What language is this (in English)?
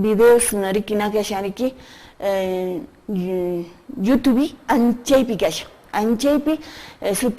Quechua